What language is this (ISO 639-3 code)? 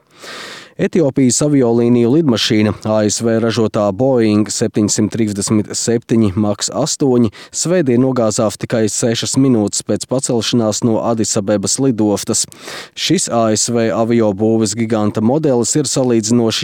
lav